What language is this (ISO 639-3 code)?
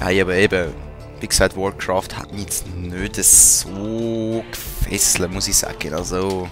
gsw